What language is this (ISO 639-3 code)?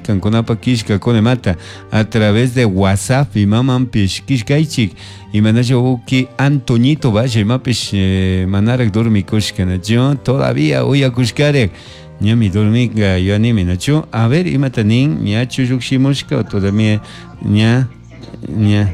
qug